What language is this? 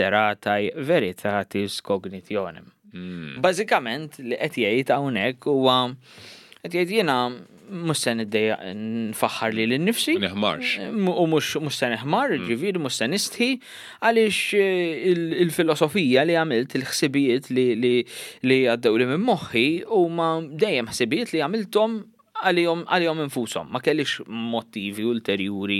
Maltese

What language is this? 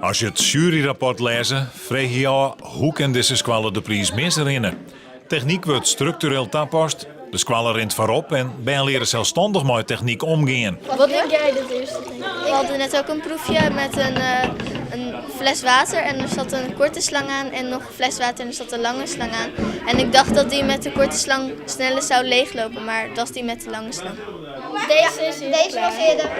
Western Frisian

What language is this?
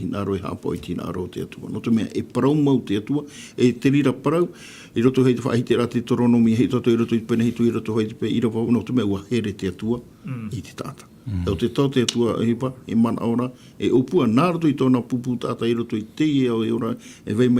Tahitian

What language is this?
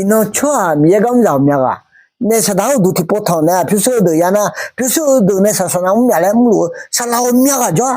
Akha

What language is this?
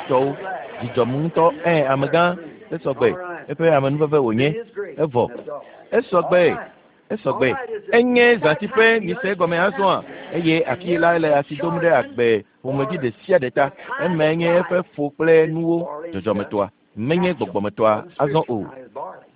Ewe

